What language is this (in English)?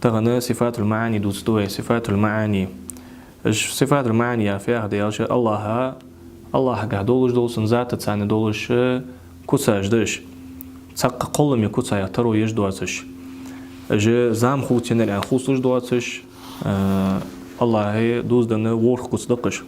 Ingush